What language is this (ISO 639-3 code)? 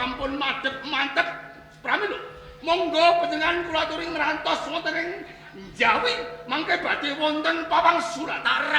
jav